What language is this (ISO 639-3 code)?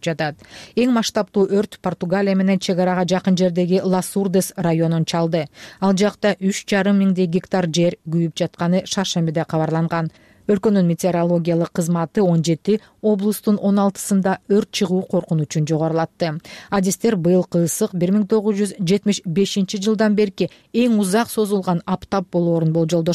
kir